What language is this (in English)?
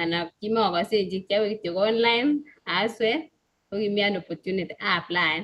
Kalenjin